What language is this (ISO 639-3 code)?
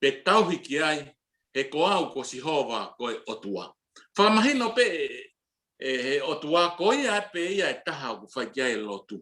ton